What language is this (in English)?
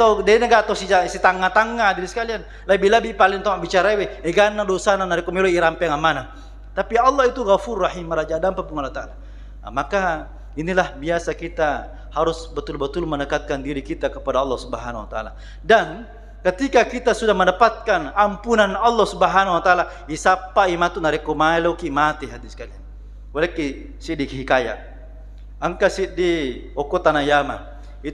Buginese